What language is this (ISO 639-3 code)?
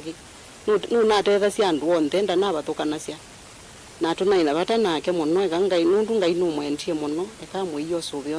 kam